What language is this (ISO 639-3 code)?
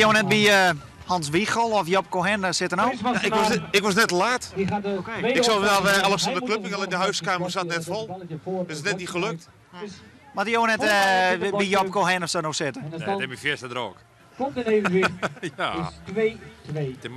fry